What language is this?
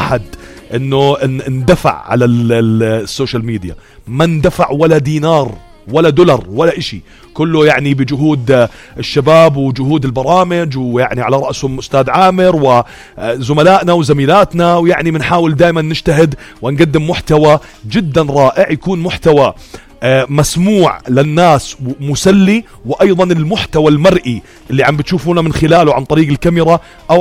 North Levantine Arabic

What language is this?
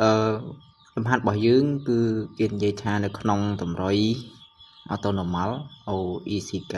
Khmer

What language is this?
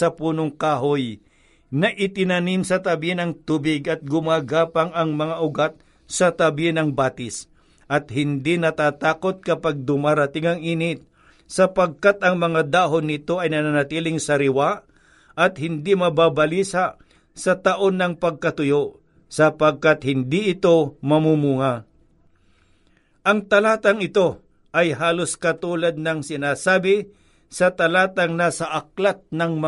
Filipino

